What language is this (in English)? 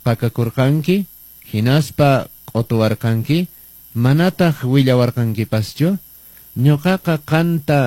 Quechua